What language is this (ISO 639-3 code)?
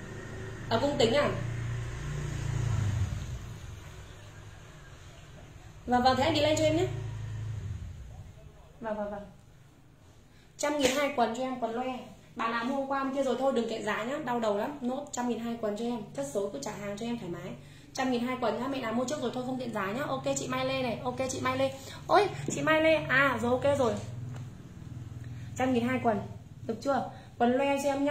vie